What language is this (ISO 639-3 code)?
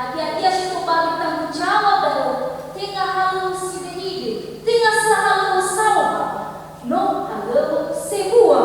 nia